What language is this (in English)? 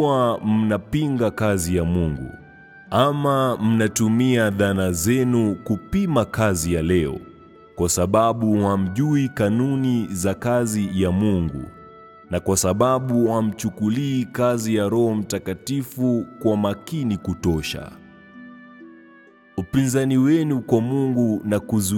Swahili